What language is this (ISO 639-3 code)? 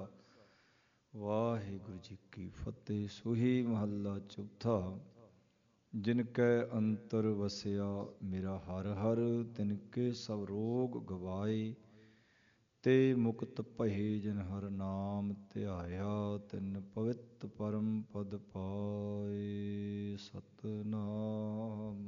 pan